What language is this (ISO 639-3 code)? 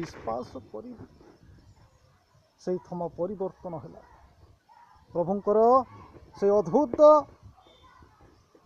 ori